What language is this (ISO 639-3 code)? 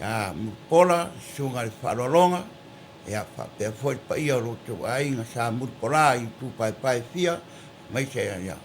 smo